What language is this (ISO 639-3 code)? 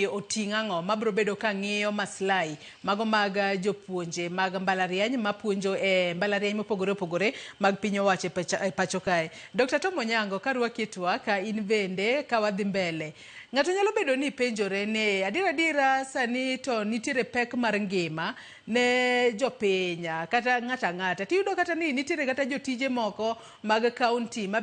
luo